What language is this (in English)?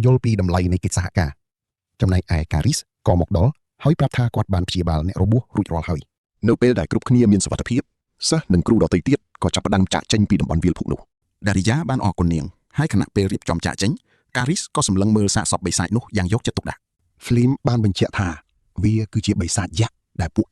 Khmer